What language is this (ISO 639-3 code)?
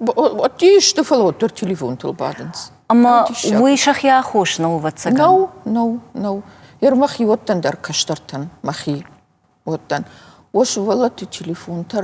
oss